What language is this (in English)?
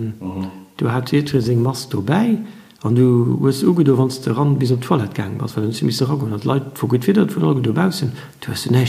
Luxembourgish